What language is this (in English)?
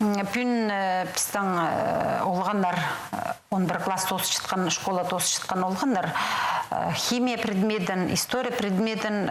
Khakas